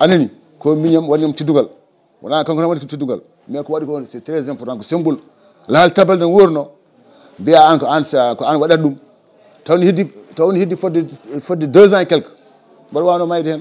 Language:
Fula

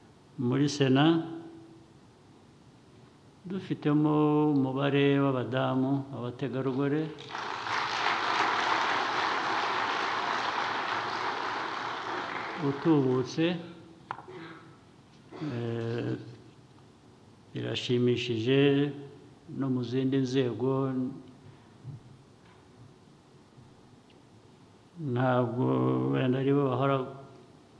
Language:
Kinyarwanda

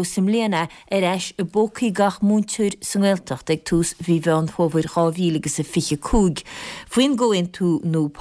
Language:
Irish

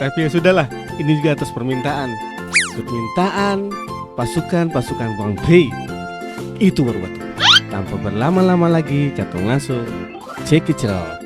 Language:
Ambonese Malay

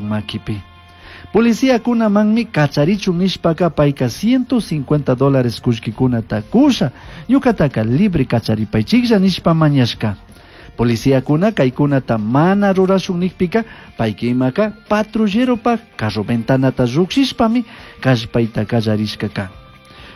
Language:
Chimborazo Highland Quichua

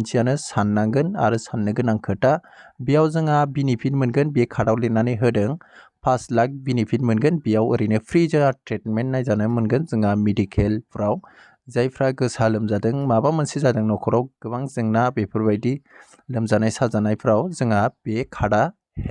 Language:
Bodo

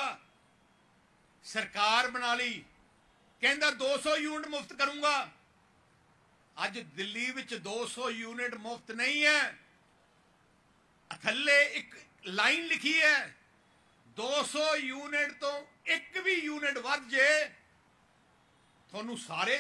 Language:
Punjabi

